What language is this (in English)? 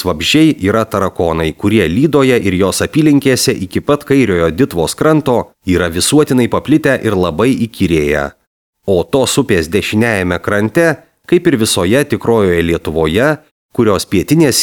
Lithuanian